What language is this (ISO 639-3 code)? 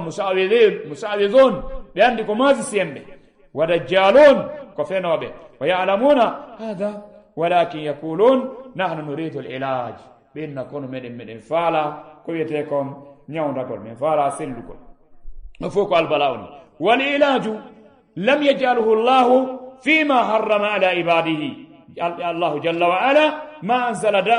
ful